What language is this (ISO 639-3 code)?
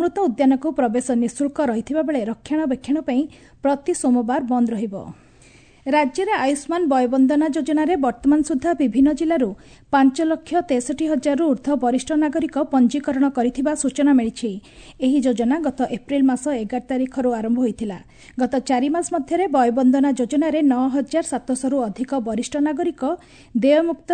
ori